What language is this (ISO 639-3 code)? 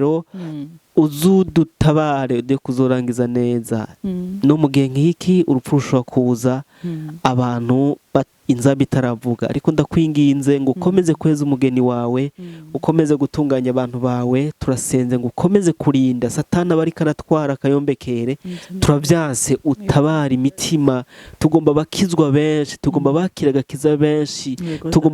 run